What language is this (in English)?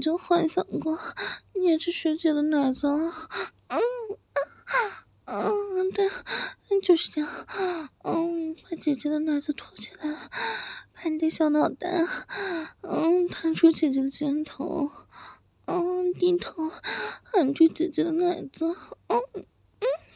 Chinese